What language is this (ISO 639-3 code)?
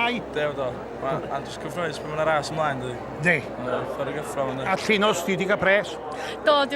cym